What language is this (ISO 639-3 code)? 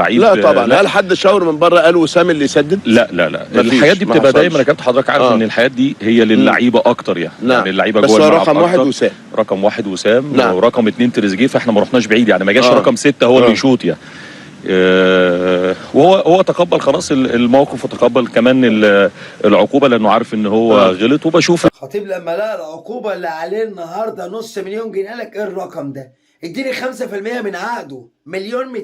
arz